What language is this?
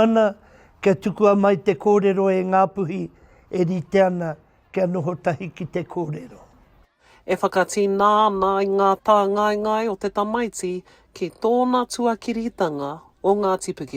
Māori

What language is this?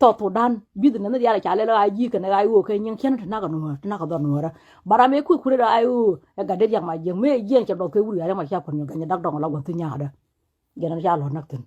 Nuer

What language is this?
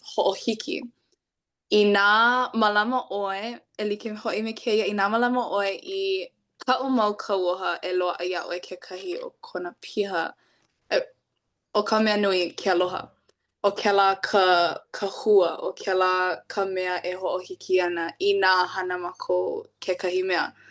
Hawaiian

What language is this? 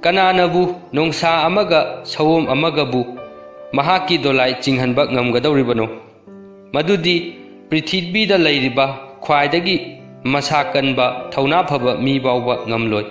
Manipuri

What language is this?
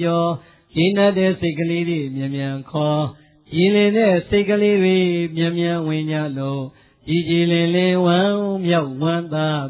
Burmese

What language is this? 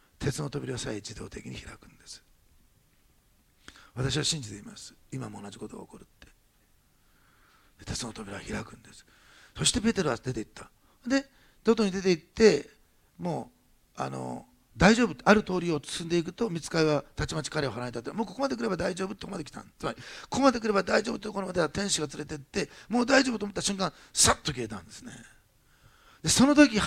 Japanese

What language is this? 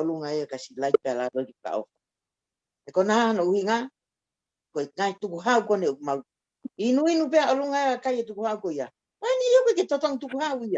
Tongan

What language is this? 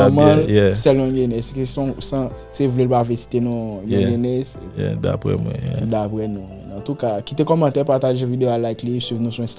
Haitian Creole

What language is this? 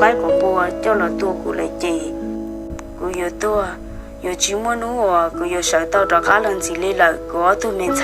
Hmong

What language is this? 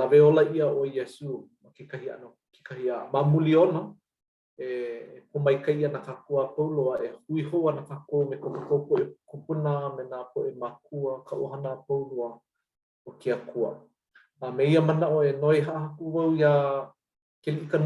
Hawaiian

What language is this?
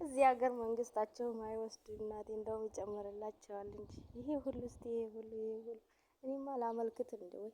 Amharic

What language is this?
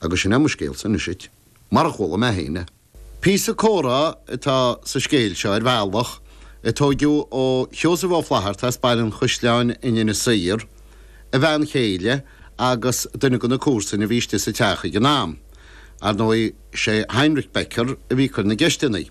Irish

